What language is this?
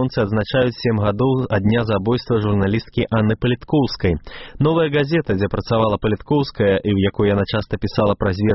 Belarusian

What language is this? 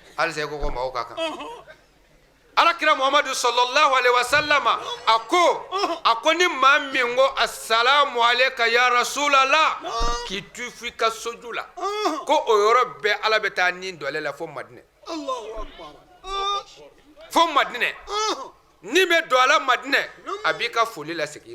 Bambara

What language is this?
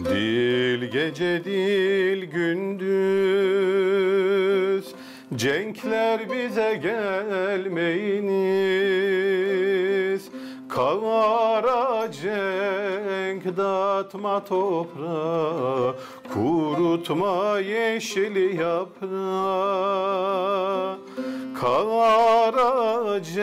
Gagauz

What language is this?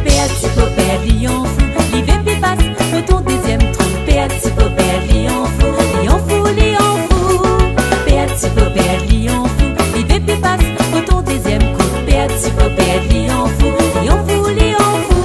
Réunion Creole French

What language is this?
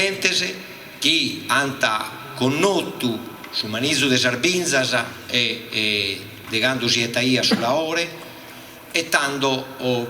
Sardinian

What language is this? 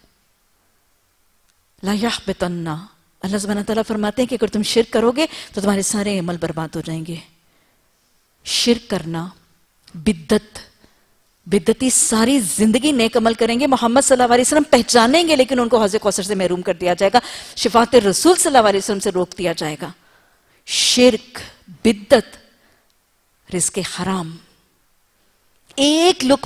Urdu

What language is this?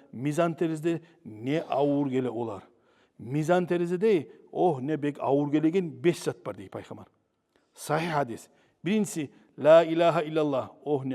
Kumyk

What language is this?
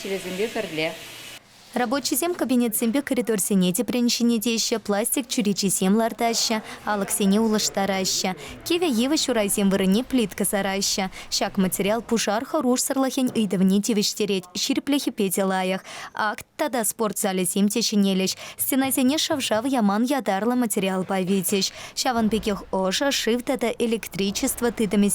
Chuvash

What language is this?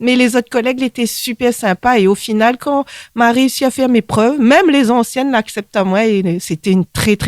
Réunion Creole French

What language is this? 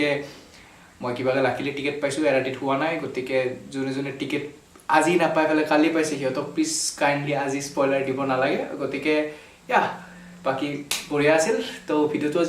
Assamese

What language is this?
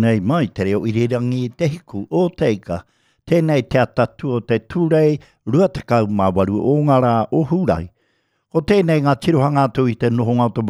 Māori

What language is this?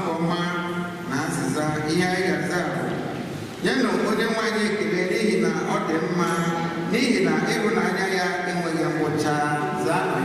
Igbo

